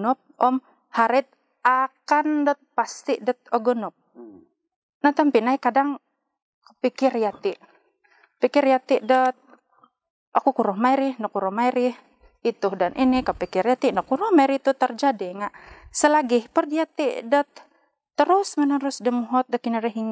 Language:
Central Dusun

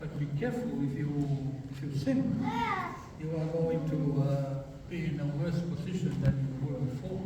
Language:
Samoan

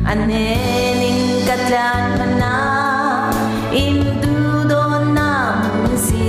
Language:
Falam Chin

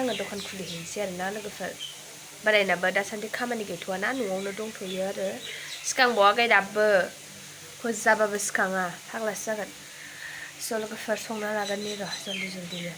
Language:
Bodo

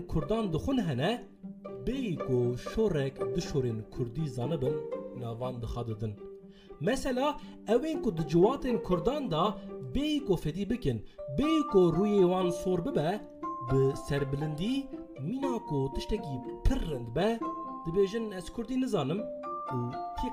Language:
Kurdish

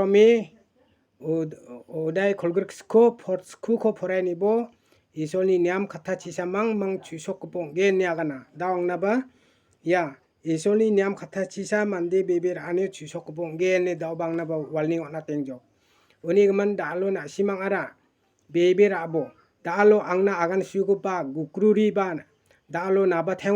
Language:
Garo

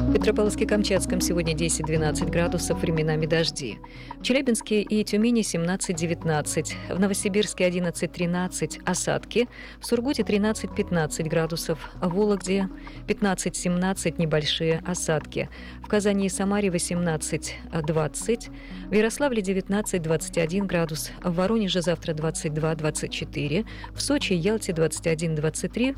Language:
Russian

